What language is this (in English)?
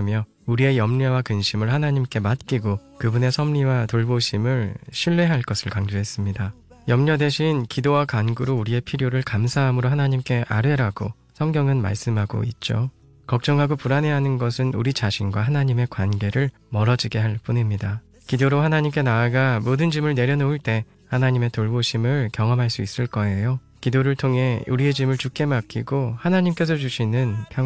Korean